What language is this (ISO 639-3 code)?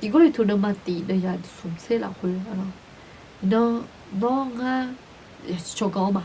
ahk